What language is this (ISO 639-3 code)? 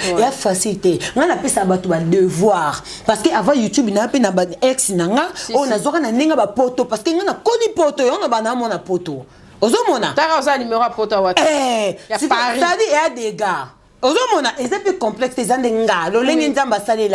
lin